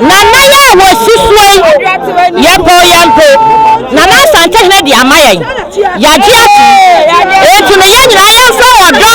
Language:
Akan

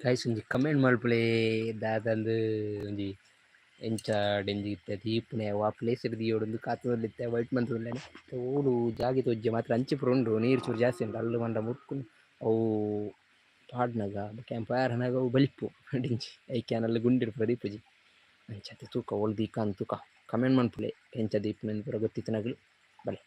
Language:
Tulu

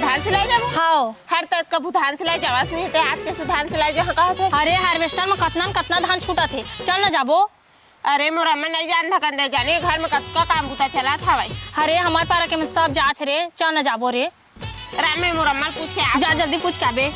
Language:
Chhattisgarhi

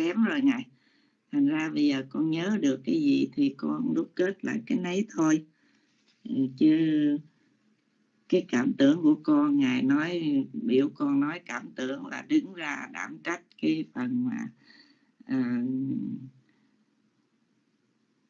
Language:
Vietnamese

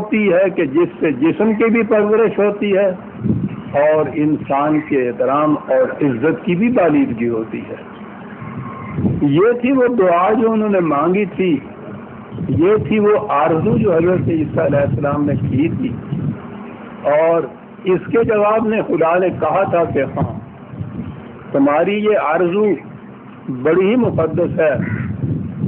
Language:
Urdu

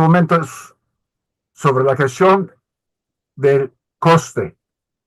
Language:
Ladino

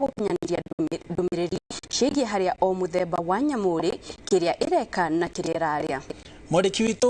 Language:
Kikuyu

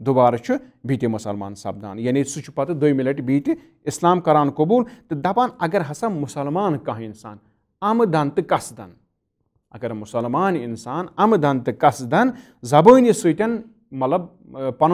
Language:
Kashmiri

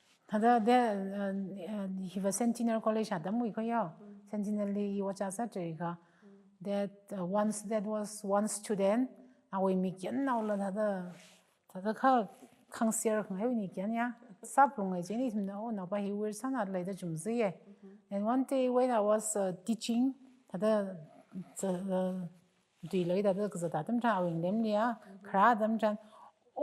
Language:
Tangkhul Naga (India)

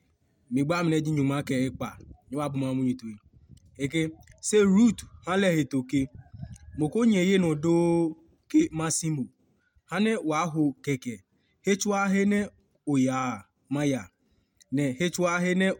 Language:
Adangme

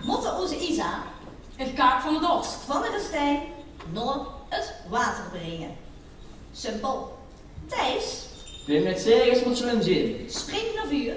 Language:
Limburgish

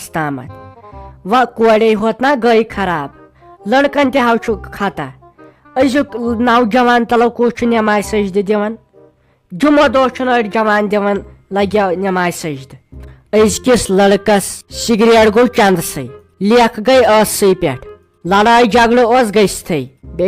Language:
Kashmiri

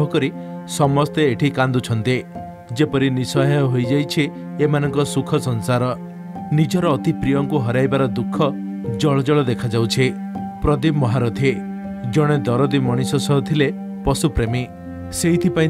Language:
Odia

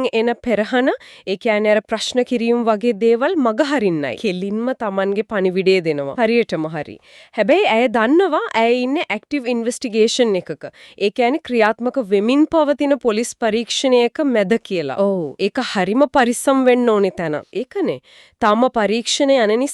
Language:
Sinhala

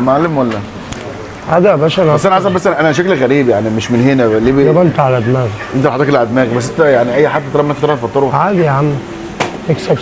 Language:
Egyptian Arabic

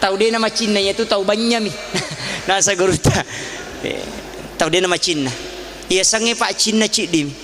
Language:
Buginese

